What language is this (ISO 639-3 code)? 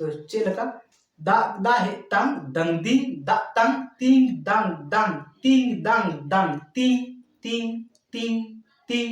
sat